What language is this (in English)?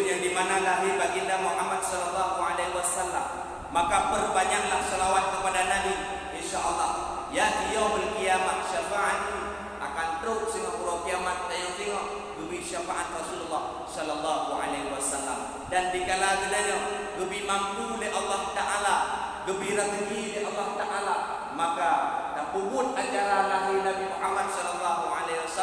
Achinese